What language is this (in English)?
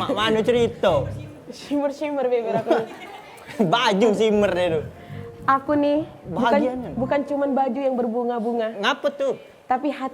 Musi